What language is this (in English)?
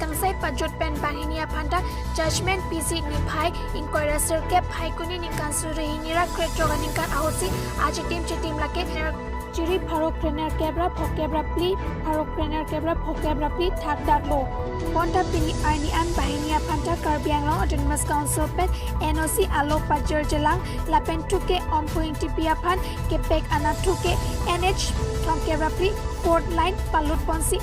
Karbi